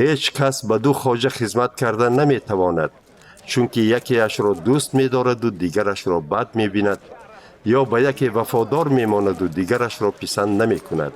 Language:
Tajik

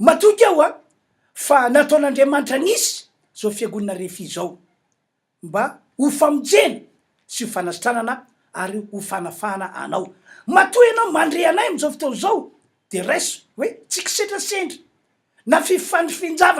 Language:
Malagasy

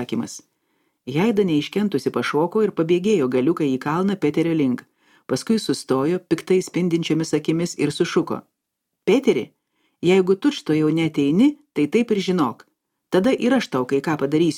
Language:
Lithuanian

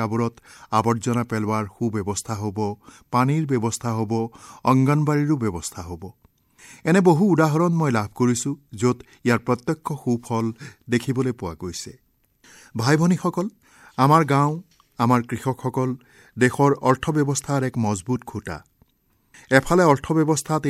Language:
Assamese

